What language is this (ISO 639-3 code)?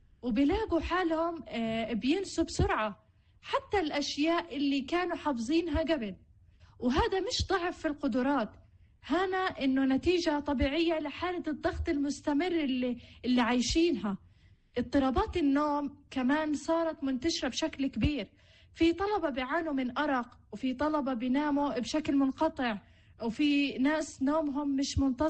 apc